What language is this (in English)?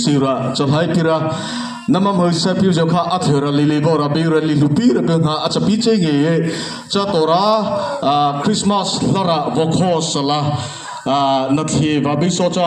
Mara Chin